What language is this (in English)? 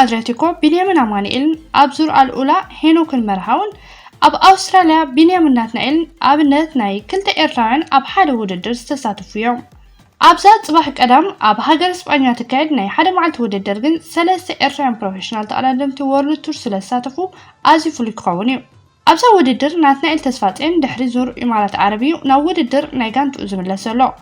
Tigrinya